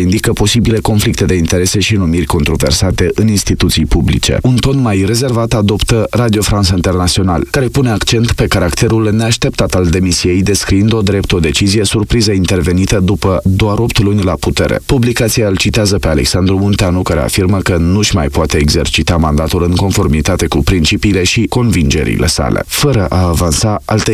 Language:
Romanian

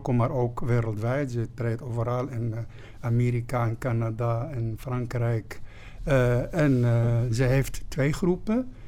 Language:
Dutch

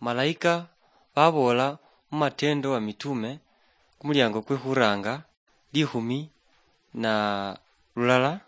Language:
Luyia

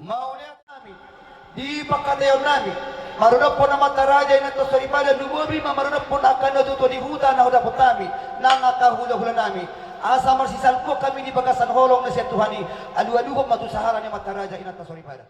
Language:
Batak Toba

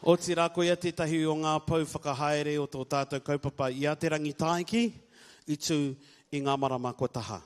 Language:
Māori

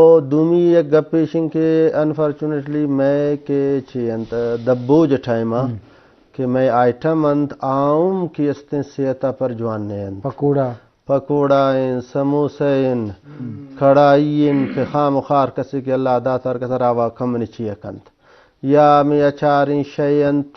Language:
Eastern Balochi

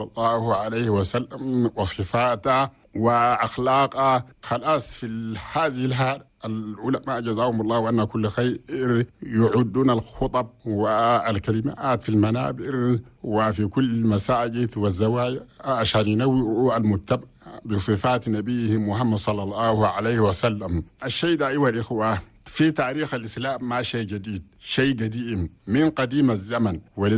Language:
Chadian Arabic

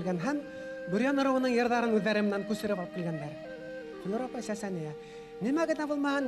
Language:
Bashkir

